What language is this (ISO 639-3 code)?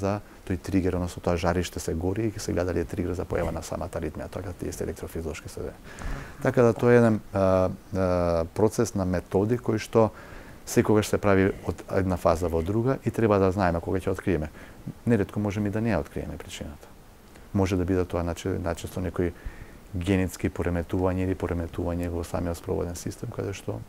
mkd